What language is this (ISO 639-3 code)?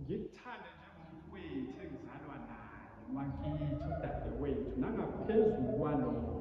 zul